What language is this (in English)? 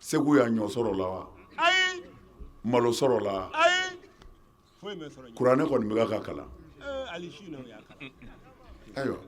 Bambara